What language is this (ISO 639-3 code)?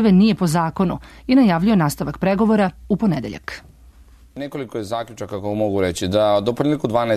srp